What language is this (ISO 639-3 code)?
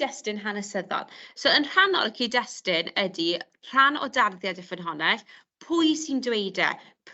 cym